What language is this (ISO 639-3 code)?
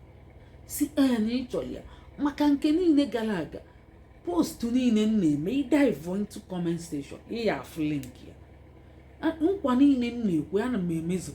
ibo